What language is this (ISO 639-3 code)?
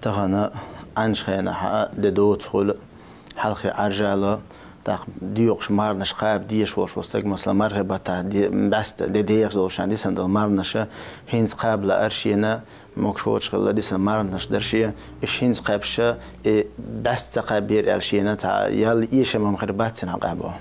che